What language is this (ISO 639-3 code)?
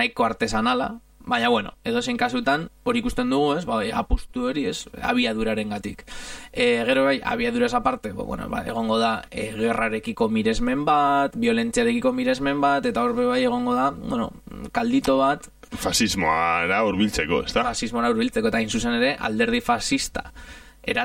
eus